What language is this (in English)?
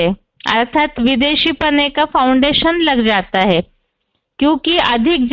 Hindi